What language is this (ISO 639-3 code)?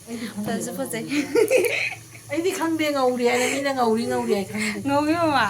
mni